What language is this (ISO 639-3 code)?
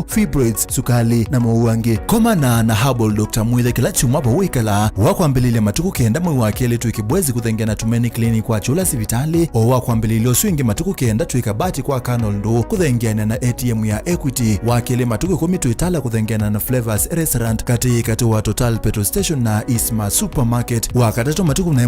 kam